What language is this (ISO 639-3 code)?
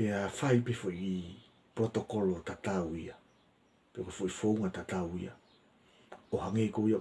ton